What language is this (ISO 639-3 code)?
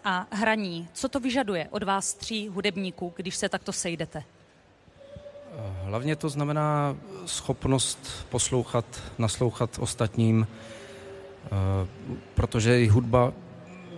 ces